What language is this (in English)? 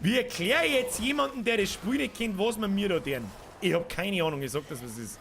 Bavarian